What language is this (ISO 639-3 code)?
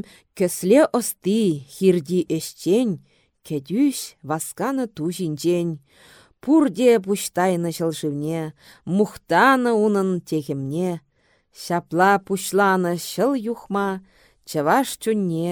chv